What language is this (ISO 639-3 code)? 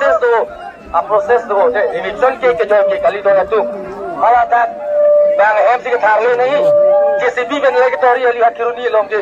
mjw